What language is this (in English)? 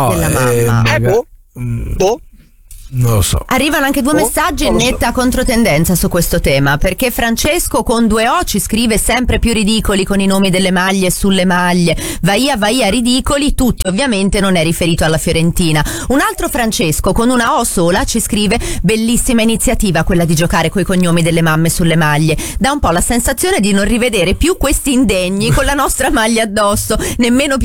Italian